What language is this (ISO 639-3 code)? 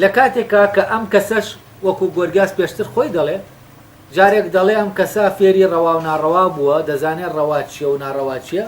ckb